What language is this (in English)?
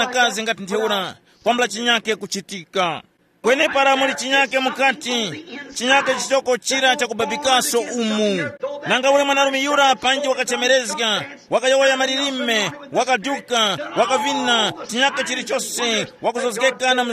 Tumbuka